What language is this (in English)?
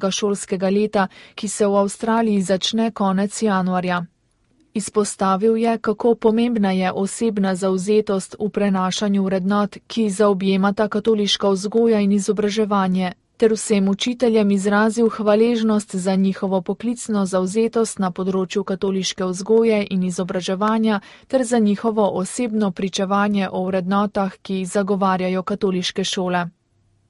Slovenian